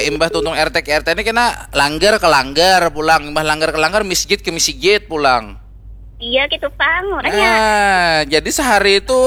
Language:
Banjar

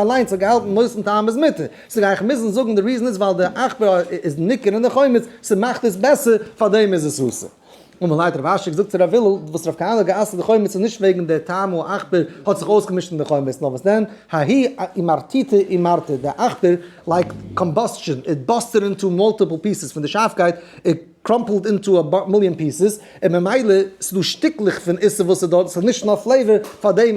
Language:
Yiddish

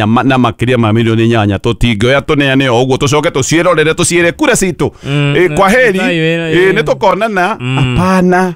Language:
Kikuyu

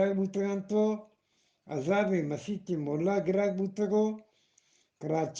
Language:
Eastern Balochi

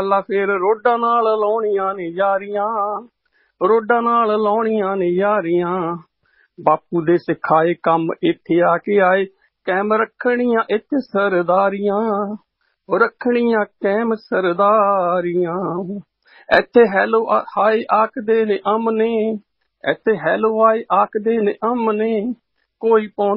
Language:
Punjabi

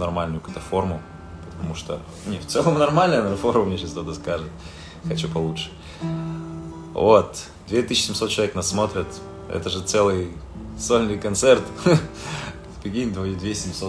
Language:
Russian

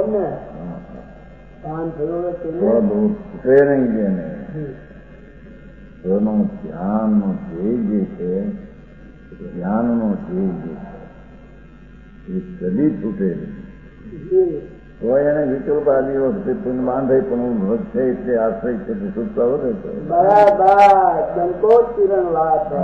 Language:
Gujarati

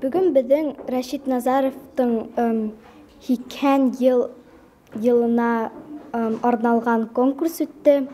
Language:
Bashkir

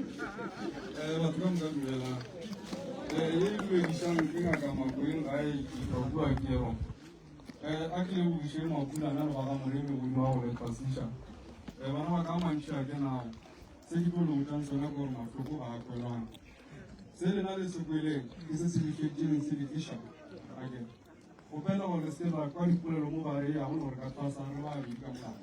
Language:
Northern Sotho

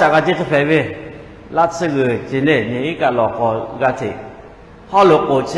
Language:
Lahu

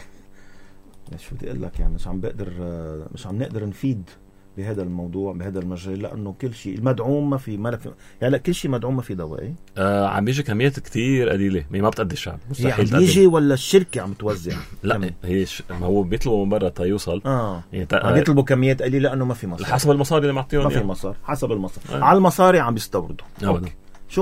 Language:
North Levantine Arabic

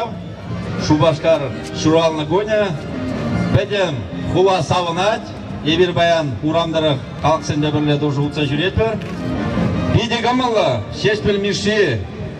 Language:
Chuvash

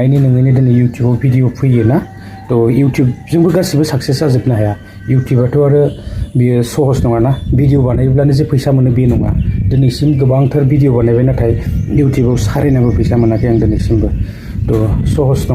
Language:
Bodo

